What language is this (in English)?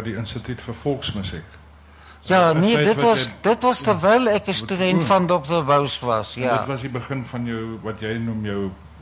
Afrikaans